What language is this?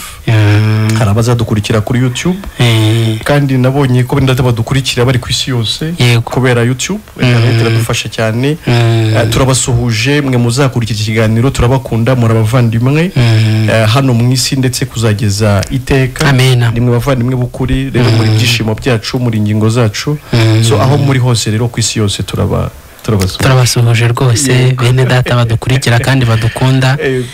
Kinyarwanda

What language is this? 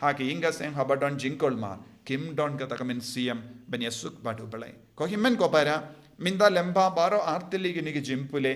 Khasi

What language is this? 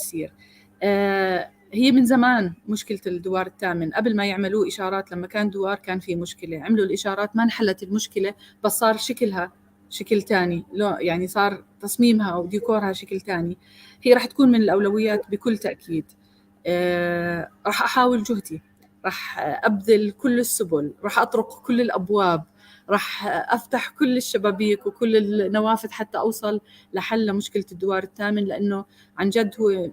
North Levantine Arabic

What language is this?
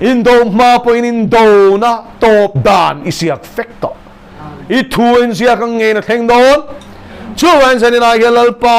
Mizo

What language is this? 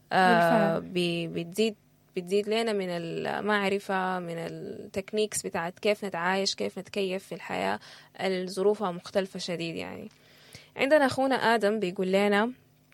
Sudanese Arabic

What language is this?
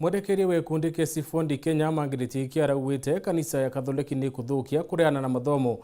Meru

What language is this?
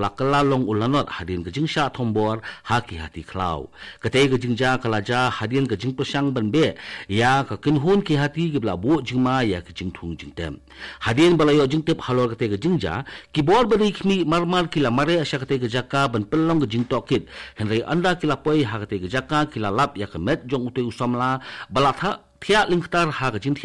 Khasi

